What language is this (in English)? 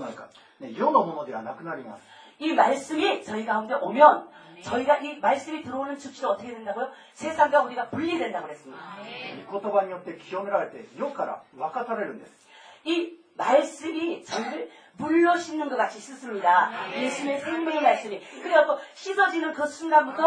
Korean